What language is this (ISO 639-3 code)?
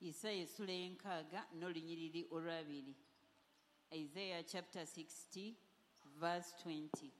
lug